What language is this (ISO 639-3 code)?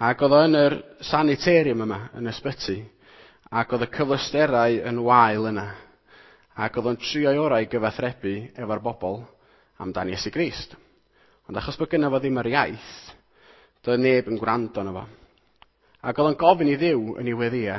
cym